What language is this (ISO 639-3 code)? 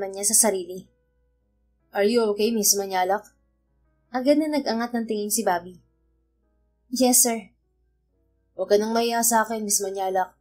fil